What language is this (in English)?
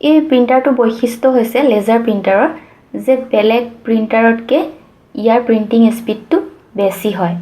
Assamese